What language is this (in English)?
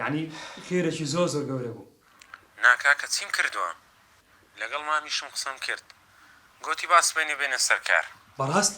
Central Kurdish